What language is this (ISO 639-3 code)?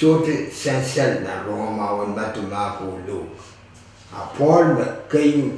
pon